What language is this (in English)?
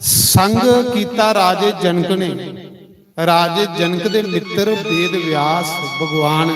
Dogri